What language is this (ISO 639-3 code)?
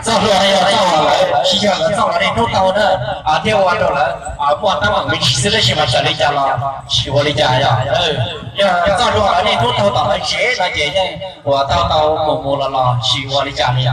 hmn